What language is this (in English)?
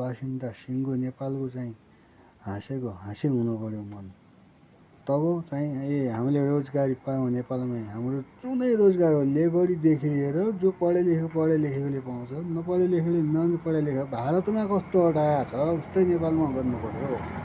Nepali